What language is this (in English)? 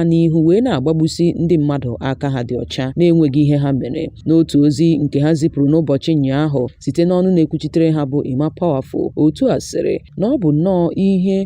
Igbo